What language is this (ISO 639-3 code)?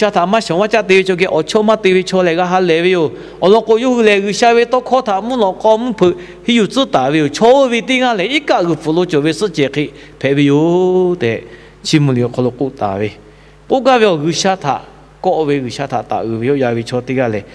lhu